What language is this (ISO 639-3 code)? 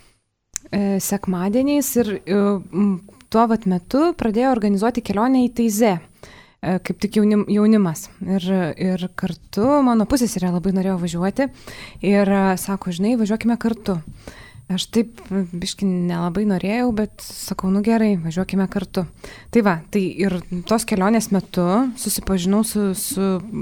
lit